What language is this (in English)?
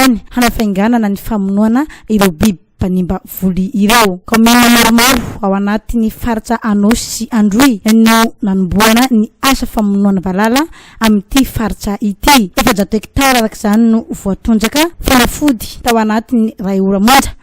Malagasy